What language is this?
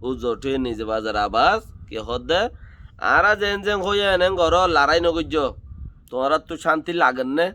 Rohingya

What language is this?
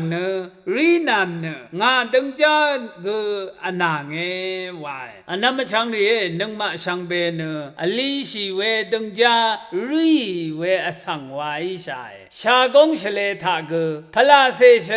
Rawang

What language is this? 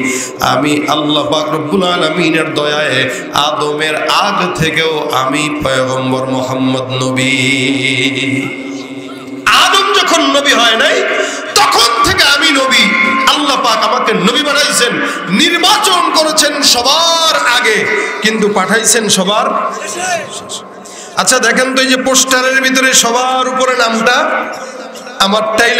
Bangla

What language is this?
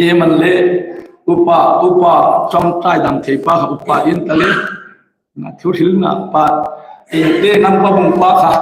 Hmar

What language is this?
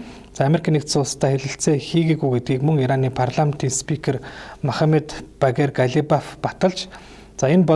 Mongolian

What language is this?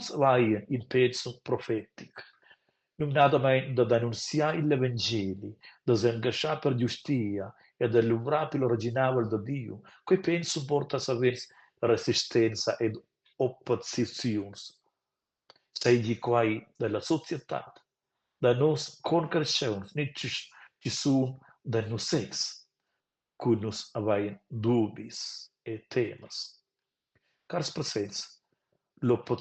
Romansh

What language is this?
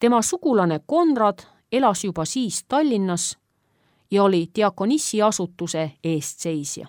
Estonian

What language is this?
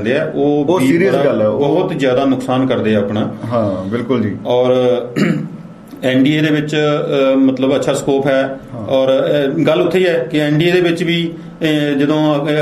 Punjabi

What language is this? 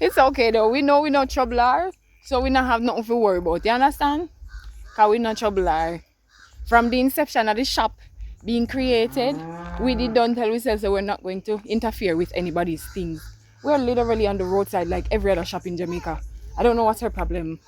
Jamaican Creole English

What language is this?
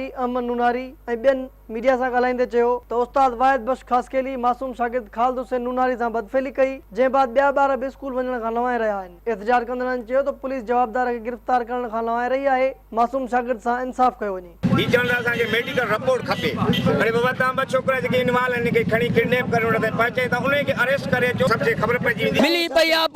Sindhi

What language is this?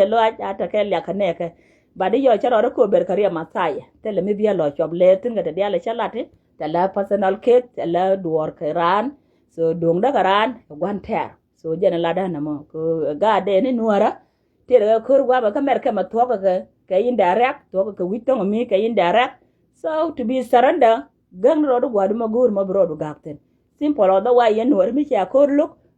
Nuer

